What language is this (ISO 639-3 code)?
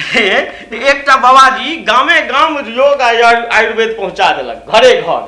mai